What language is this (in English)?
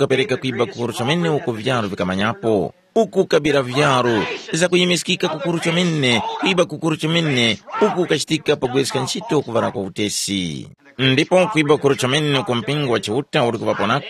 Tumbuka